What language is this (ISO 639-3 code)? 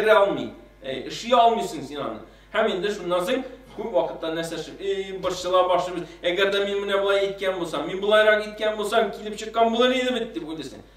tat